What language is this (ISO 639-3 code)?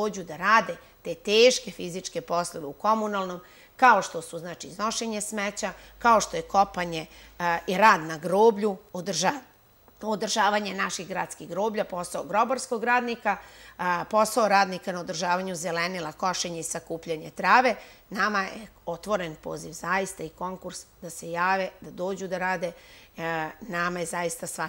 srp